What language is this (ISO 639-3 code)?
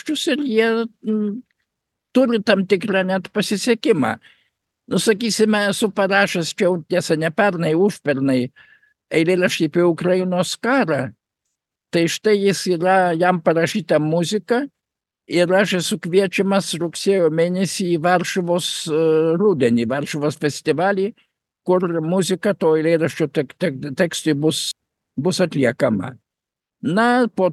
lit